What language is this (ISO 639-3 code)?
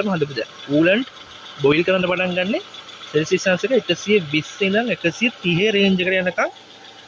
sin